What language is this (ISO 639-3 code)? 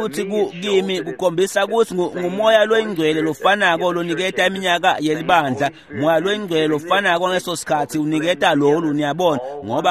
ssw